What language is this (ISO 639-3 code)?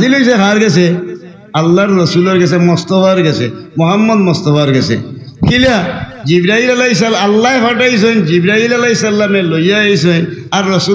syl